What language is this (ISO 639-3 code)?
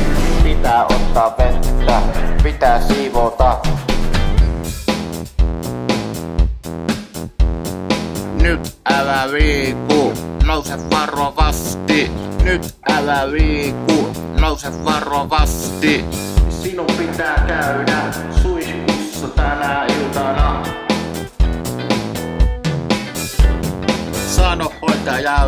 fin